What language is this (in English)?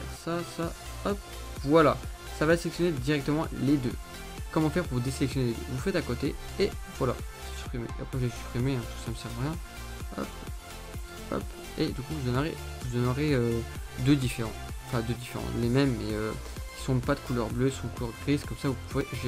French